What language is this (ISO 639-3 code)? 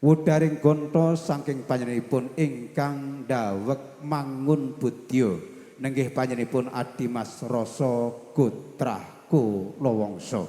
jav